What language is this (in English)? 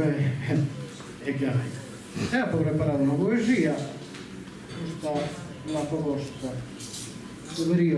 Sardinian